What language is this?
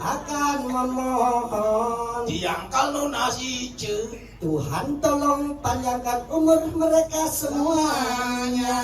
Balinese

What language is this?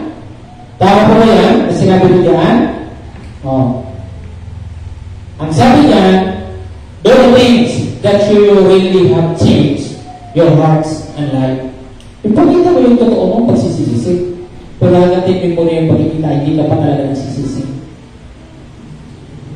Filipino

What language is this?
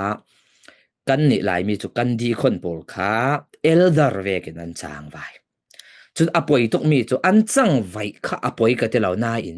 Falam Chin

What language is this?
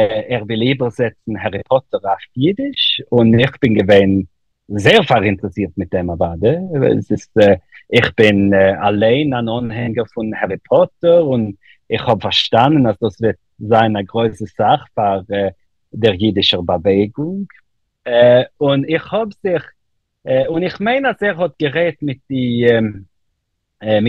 Yiddish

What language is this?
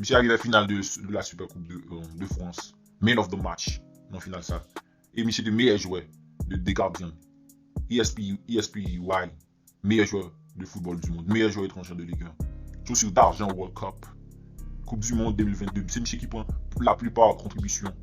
Haitian Creole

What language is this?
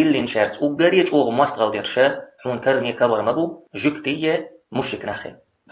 Chechen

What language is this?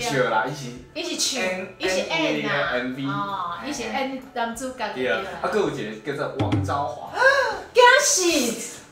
Min Nan Chinese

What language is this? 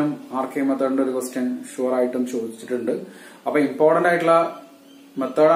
Malayalam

